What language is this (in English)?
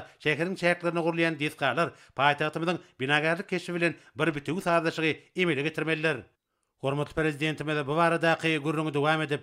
Turkmen